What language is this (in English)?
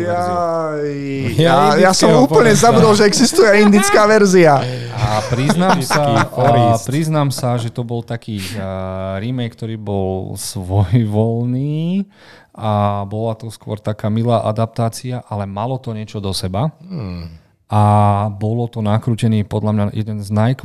Slovak